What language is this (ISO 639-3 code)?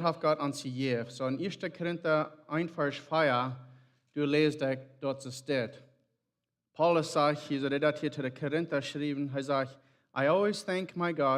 pdt